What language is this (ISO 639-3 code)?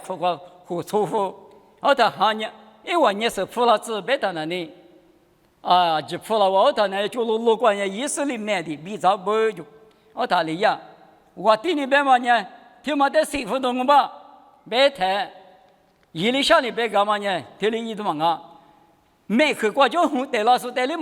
lis